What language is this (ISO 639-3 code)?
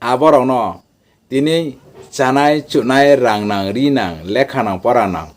ria